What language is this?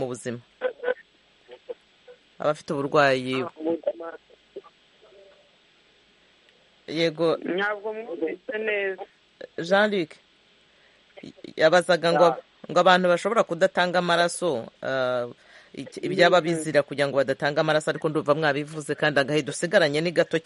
Kinyarwanda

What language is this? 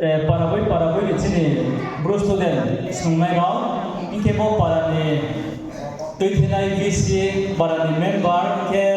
Riang (India)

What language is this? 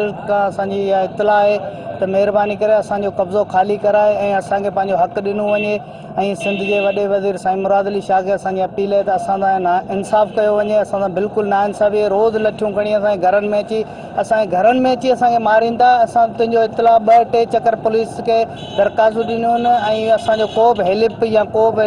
Sindhi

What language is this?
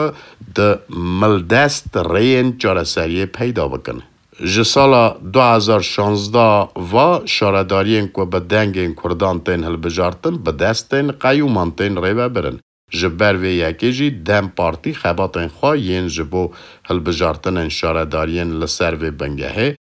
Kurdish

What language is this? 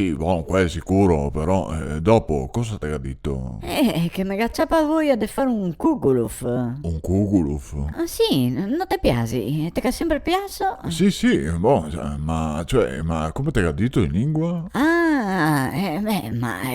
Venetian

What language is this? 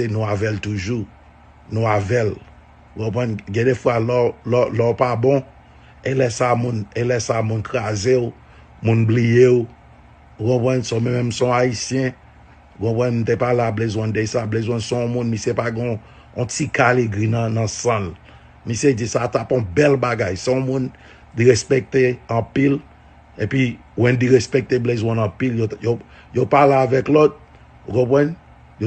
Haitian Creole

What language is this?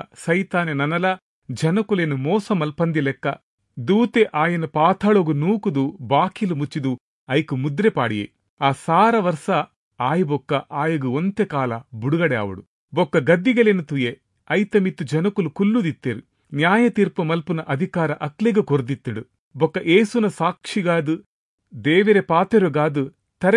Tulu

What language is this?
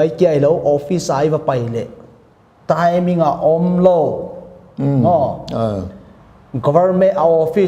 Paite Chin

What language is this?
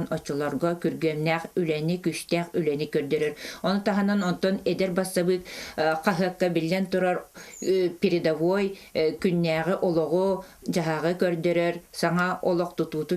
Yakut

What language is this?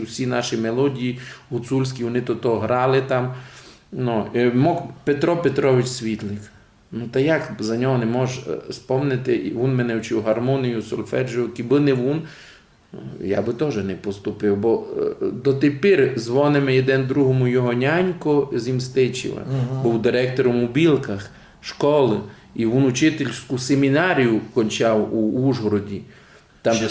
Rusyn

